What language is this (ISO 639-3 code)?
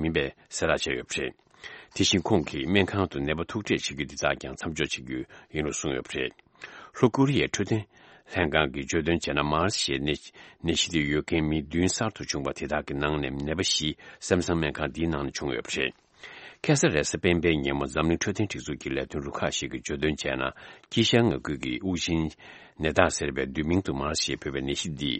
bod